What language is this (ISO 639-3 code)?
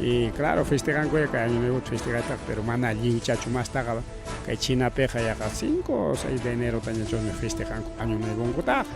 quy